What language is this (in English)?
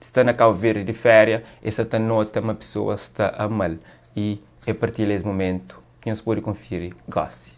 Kabuverdianu